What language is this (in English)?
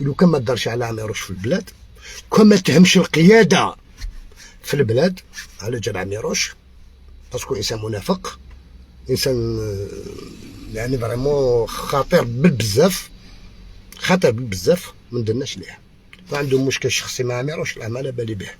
Algerian Arabic